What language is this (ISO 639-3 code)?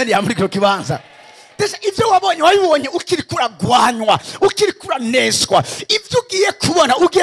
run